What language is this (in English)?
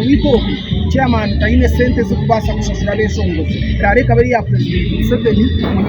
Nyankole